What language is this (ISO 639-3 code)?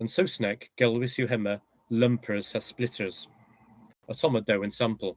cor